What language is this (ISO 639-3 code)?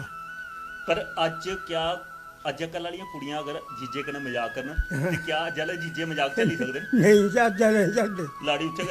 doi